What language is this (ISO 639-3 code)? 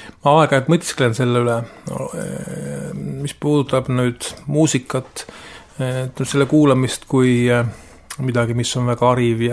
est